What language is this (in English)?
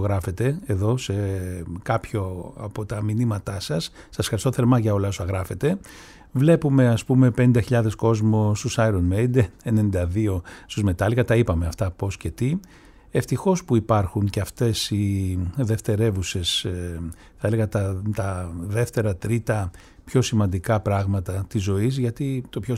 Greek